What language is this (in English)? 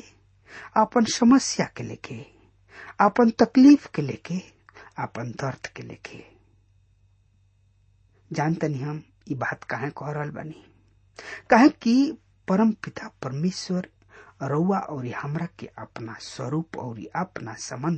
Bhojpuri